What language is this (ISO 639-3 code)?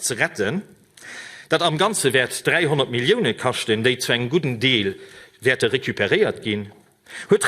ltz